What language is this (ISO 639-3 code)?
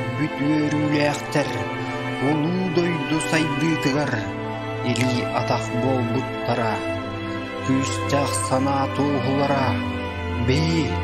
sah